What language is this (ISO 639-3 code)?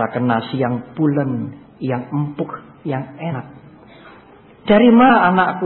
ind